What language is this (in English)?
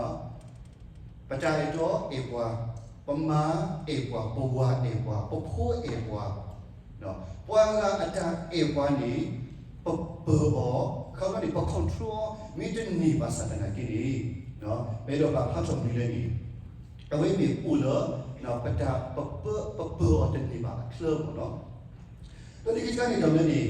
S'gaw Karen